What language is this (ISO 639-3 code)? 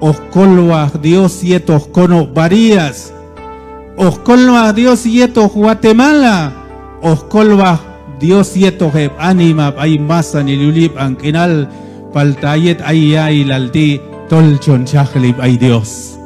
kjb